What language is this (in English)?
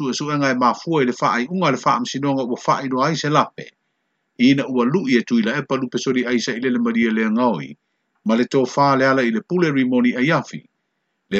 Samoan